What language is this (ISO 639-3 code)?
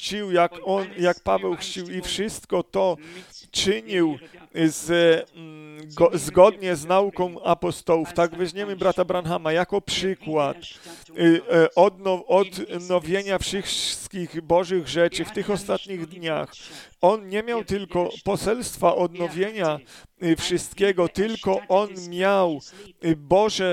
pol